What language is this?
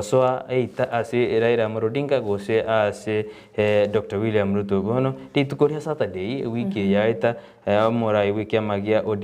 Gusii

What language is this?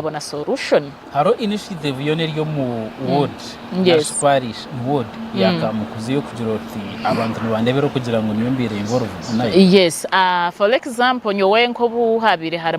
Nyankole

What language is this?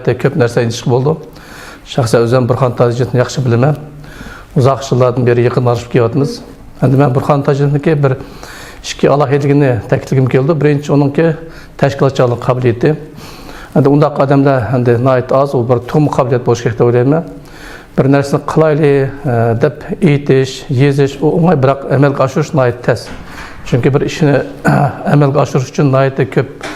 Uyghur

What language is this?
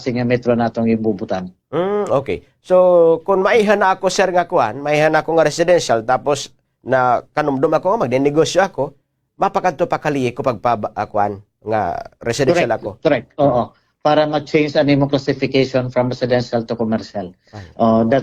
Waray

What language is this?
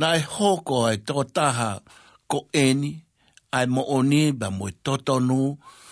Tongan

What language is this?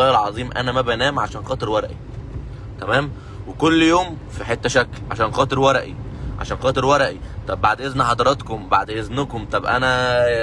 Egyptian Arabic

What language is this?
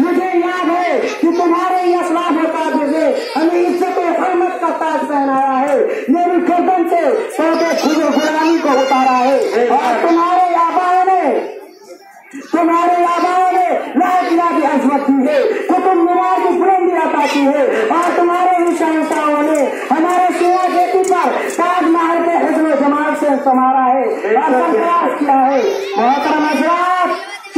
Urdu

